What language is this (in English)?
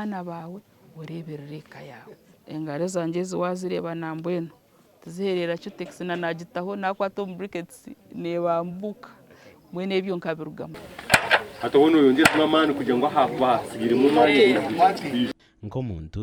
Nyankole